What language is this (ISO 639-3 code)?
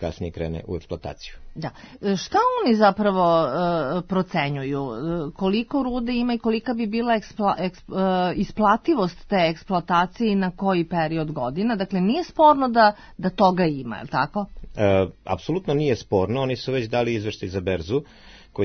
srp